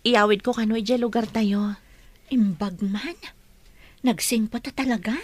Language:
Iloko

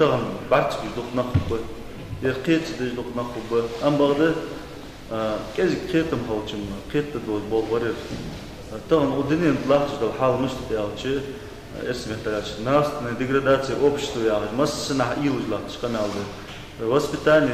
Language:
Ingush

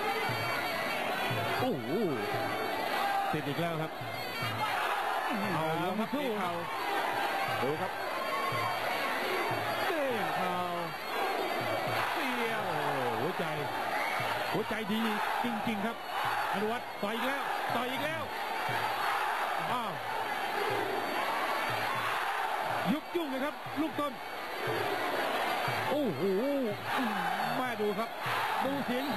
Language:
Thai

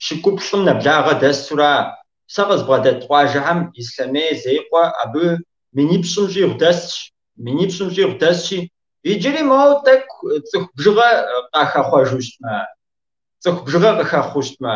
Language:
Kabardian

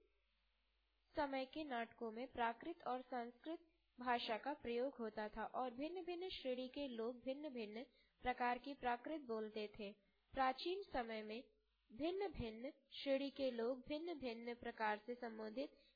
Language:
Hindi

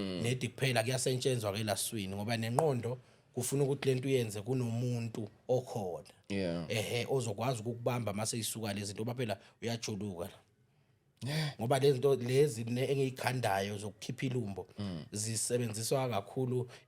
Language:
Zulu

